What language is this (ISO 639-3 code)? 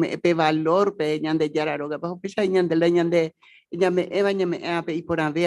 grn